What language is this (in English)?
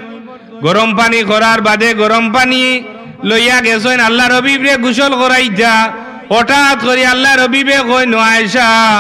Sylheti